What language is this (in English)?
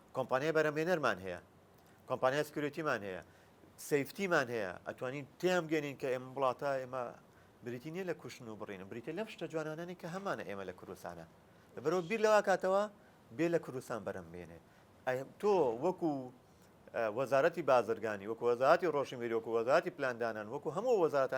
Central Kurdish